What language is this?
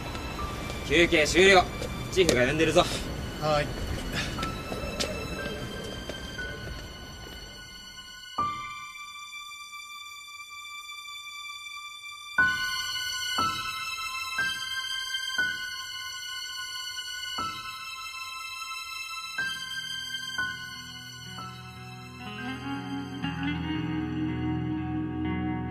Japanese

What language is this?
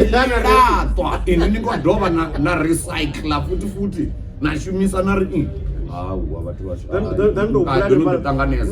Venda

